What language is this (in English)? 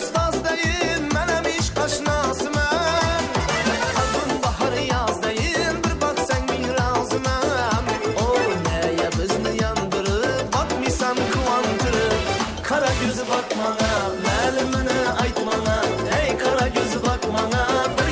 Kara-Kalpak